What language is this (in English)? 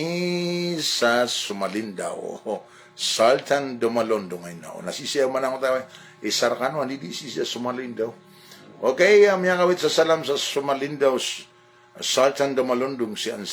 Maranao